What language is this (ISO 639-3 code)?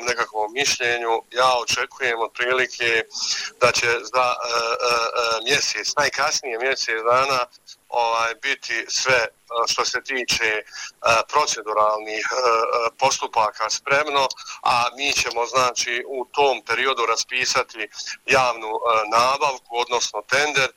bos